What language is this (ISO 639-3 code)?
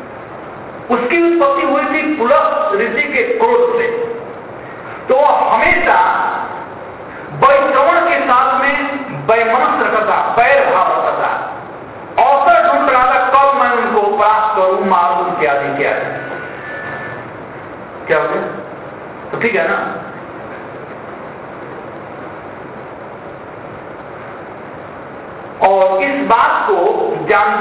hin